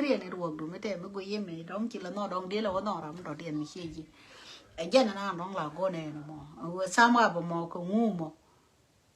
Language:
Nuer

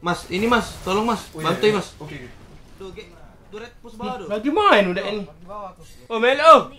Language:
Musi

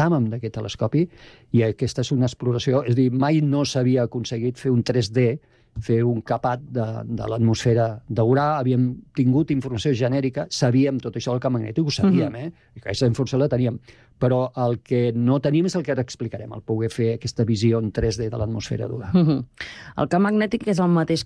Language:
Catalan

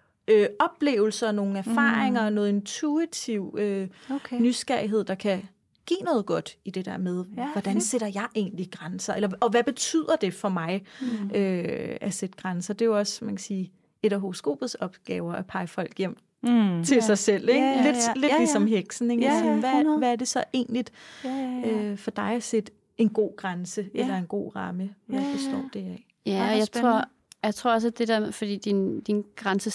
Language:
Danish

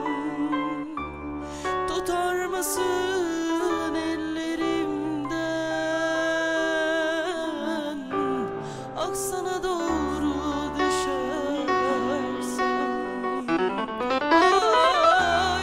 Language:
Turkish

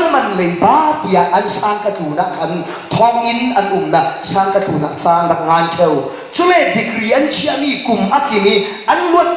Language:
Falam Chin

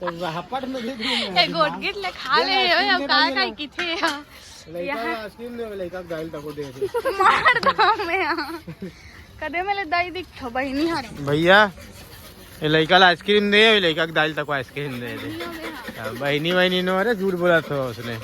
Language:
Chhattisgarhi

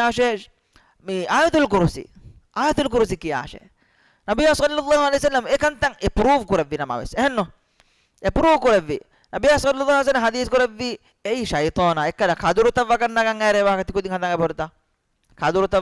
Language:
Divehi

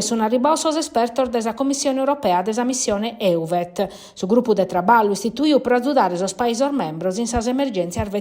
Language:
Sardinian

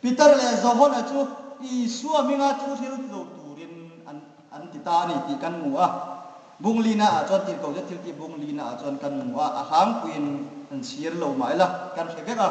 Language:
Hmar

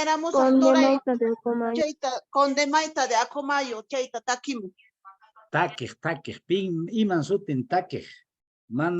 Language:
Quechua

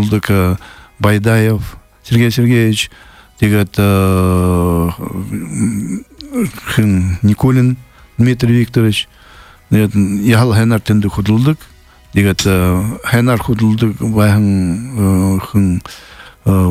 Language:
Buriat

